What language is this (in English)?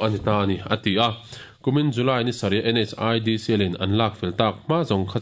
Mizo